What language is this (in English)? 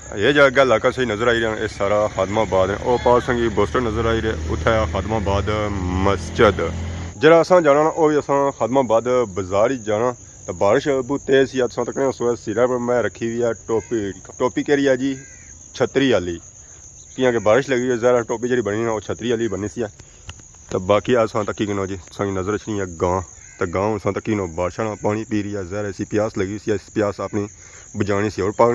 Pahari-Potwari